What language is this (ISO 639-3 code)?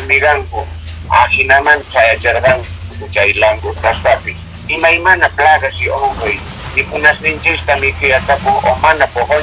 que